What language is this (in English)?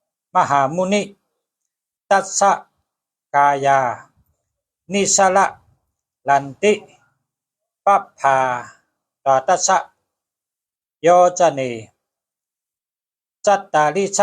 Shan